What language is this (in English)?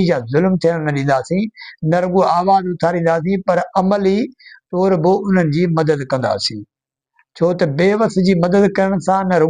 Sindhi